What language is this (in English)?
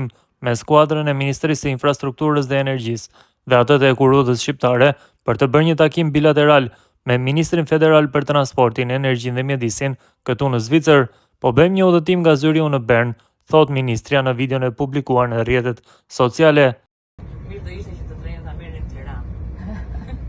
Albanian